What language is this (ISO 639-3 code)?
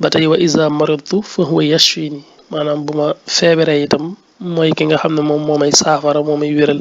wol